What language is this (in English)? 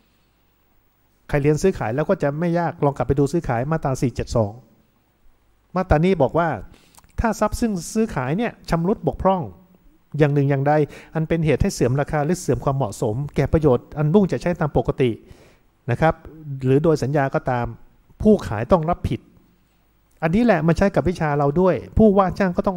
Thai